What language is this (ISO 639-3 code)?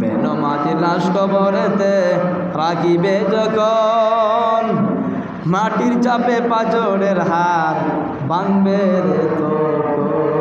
syl